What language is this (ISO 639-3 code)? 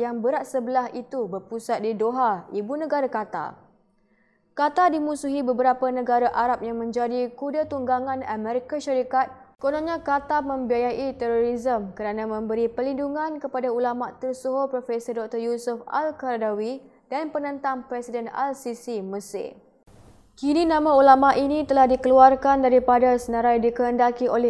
msa